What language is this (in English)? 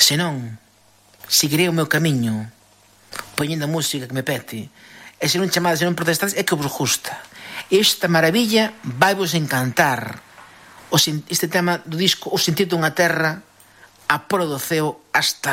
Galician